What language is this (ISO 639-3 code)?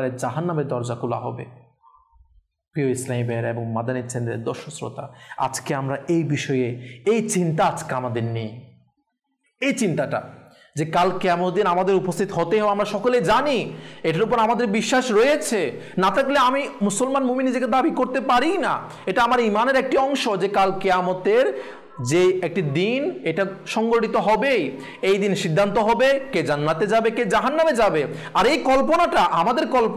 ben